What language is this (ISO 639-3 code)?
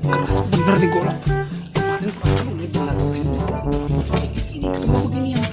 bew